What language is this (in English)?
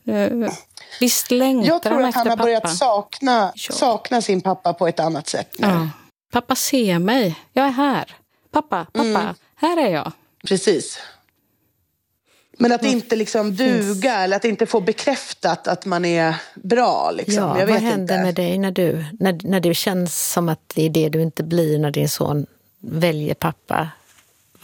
Swedish